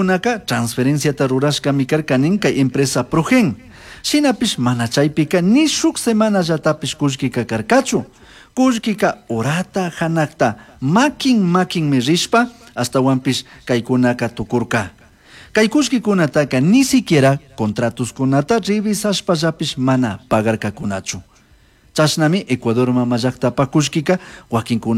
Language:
Chimborazo Highland Quichua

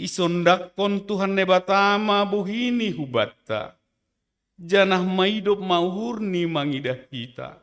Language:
Batak Simalungun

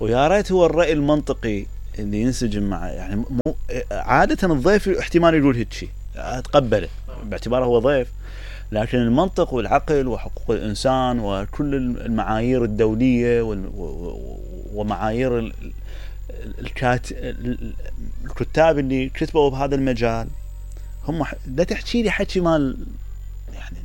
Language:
Mesopotamian Arabic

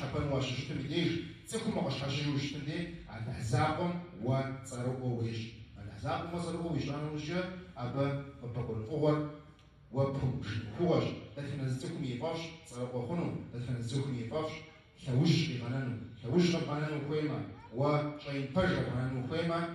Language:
Kabardian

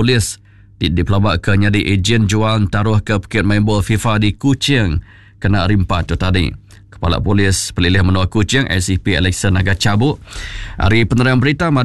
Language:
Iban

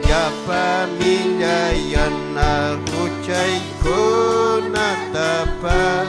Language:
Ayacucho Quechua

